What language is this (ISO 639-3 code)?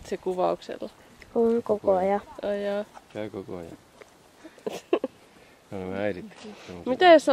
fin